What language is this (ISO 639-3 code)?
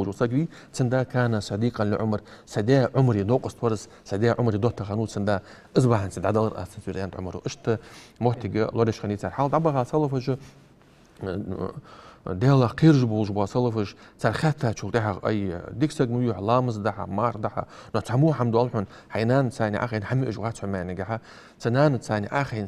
inh